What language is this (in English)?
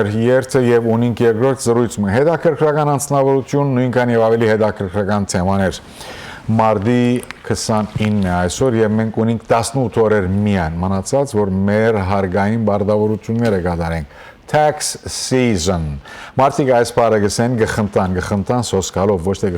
Western Armenian